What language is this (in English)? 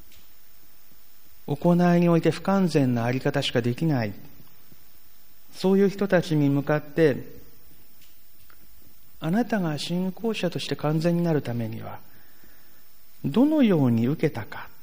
Japanese